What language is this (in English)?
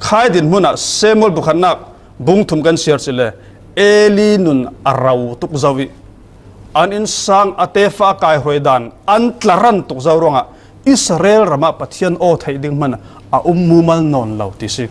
Falam Chin